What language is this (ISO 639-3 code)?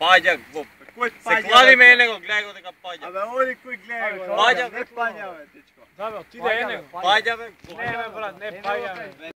mkd